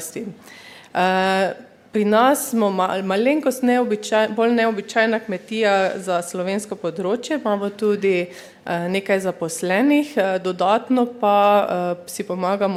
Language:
Slovenian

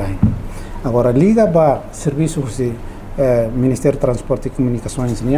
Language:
Tetum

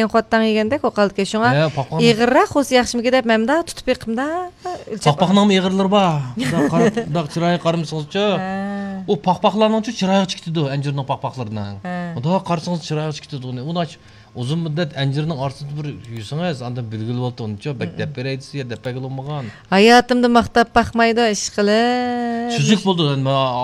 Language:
Uyghur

